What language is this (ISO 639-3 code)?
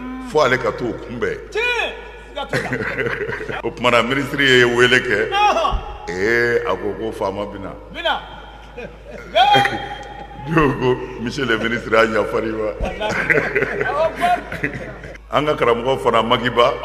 bam